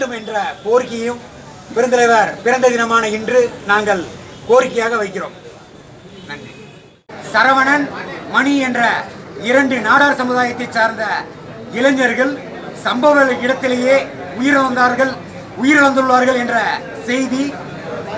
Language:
Tamil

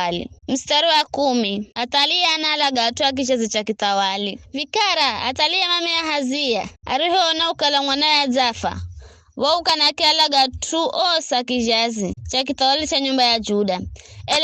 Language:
Giryama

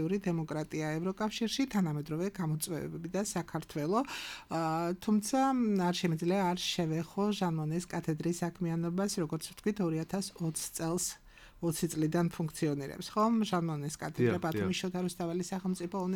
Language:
Georgian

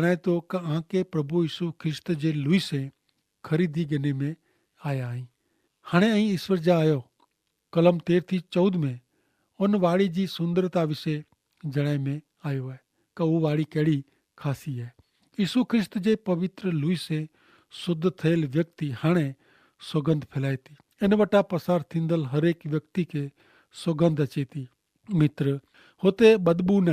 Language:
Kachhi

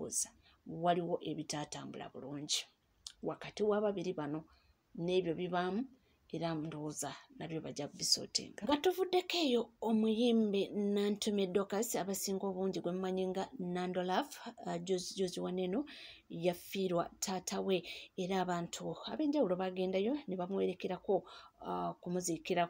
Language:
Ganda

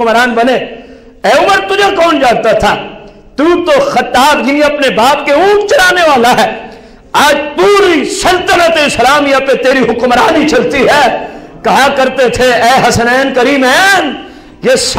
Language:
Urdu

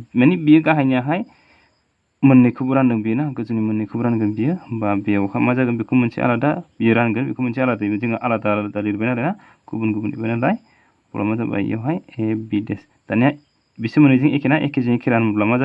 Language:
Bodo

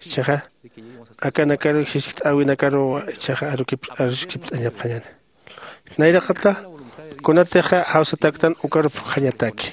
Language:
Aymara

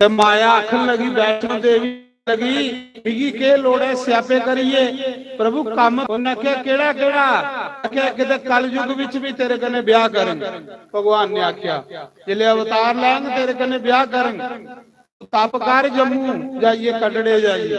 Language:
Dogri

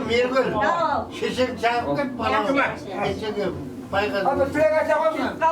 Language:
Kara-Kalpak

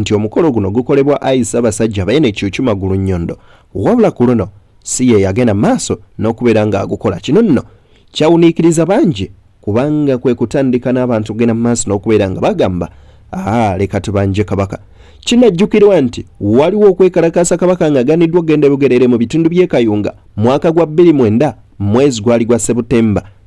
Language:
Ganda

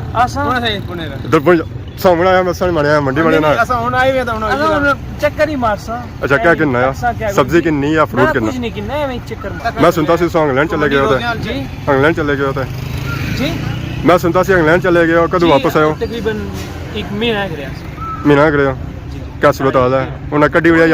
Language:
Pahari-Potwari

